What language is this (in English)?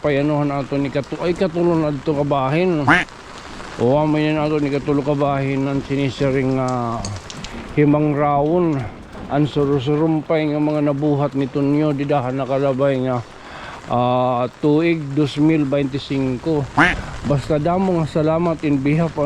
Waray